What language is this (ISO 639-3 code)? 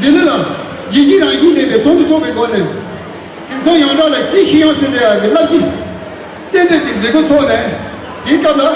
bod